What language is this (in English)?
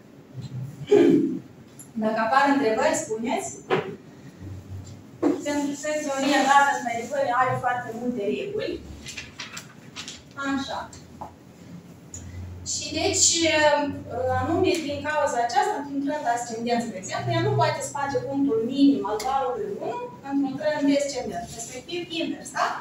Romanian